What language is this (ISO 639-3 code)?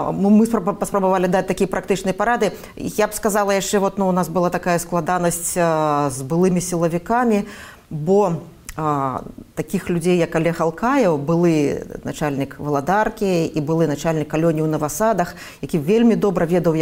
bel